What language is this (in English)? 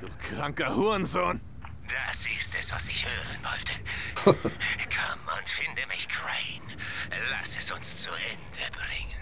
Swiss German